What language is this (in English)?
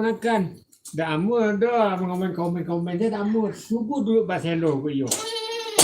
Minangkabau